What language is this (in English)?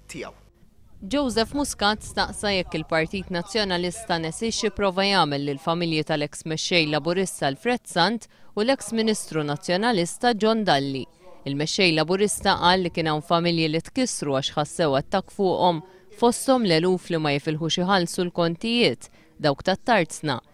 Maltese